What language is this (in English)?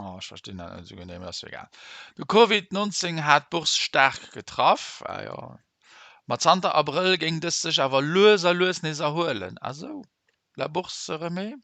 Luxembourgish